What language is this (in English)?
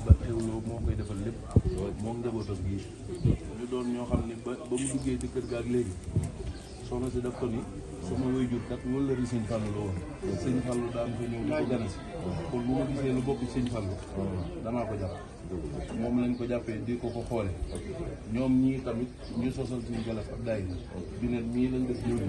Wolof